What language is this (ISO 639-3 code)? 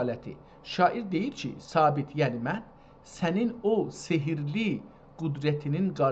azb